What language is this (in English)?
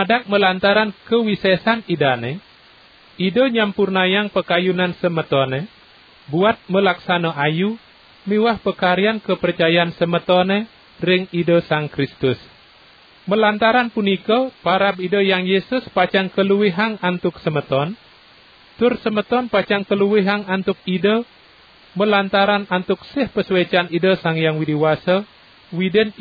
Balinese